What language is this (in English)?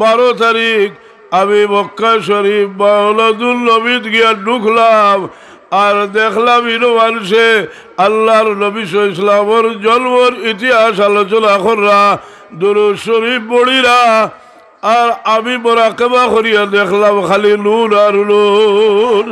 Sylheti